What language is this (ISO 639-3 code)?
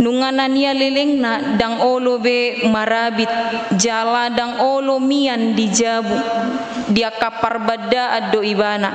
bbc